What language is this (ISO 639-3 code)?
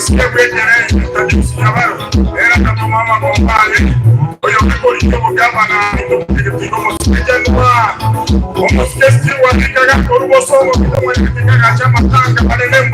guz